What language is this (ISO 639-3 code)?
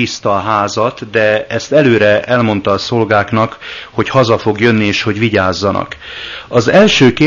hun